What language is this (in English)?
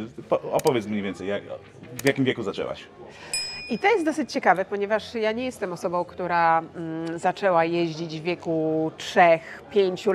Polish